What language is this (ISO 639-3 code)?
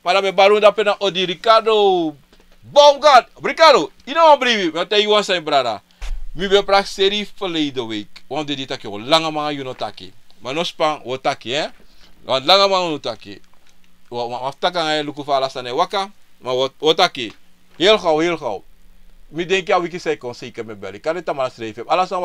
srn